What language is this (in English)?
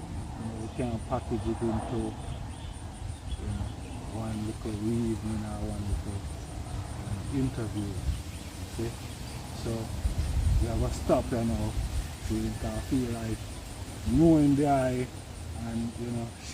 Jamaican Creole English